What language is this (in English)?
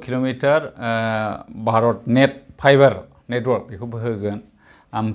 Bodo